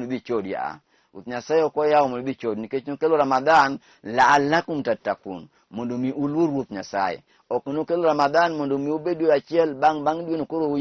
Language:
Luo (Kenya and Tanzania)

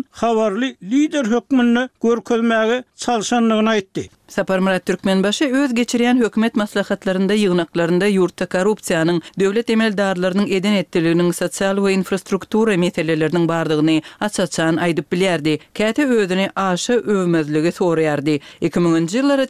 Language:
Turkmen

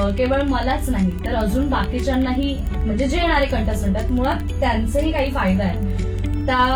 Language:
Marathi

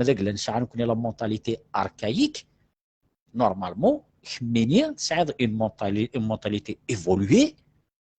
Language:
Kabyle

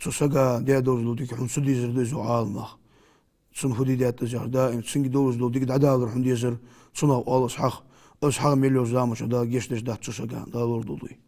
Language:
Ingush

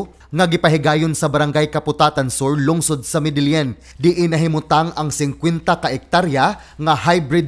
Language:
Cebuano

